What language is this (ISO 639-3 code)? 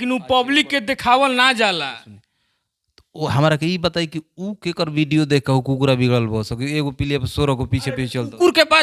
bho